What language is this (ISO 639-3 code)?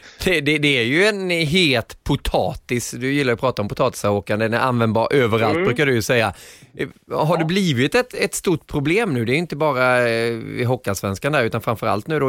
swe